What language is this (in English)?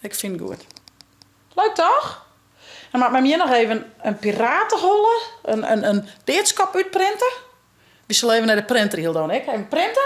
Western Frisian